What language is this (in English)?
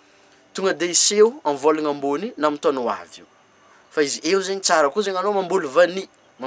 Malagasy